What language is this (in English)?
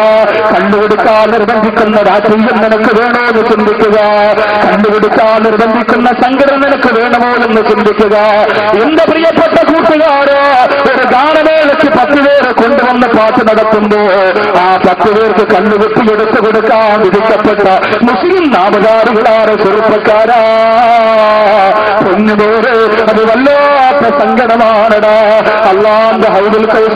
Malayalam